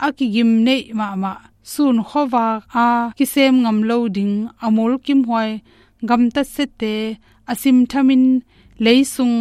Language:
Tedim Chin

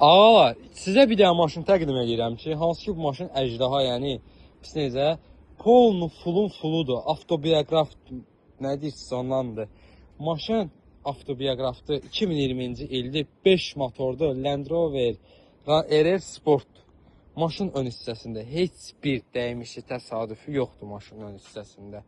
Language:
Azerbaijani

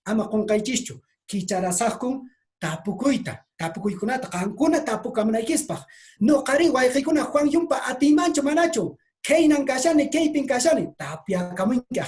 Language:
Quechua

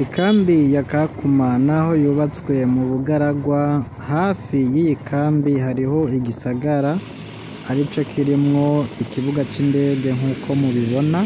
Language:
Rundi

